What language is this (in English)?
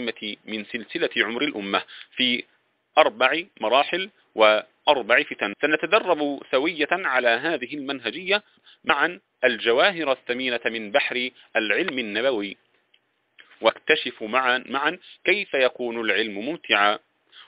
Arabic